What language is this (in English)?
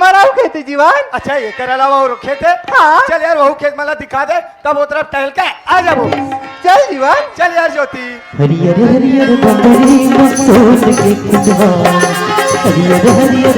Chhattisgarhi